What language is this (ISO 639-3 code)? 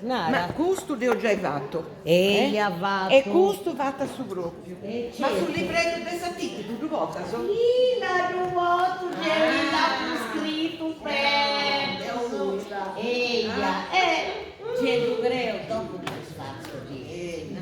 srd